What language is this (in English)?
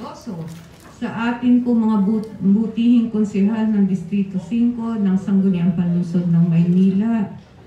Filipino